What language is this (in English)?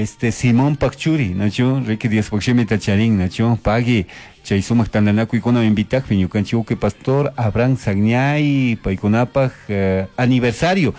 Chimborazo Highland Quichua